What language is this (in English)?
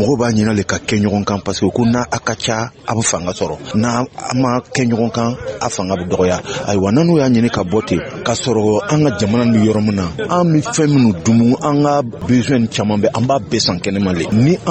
Dyula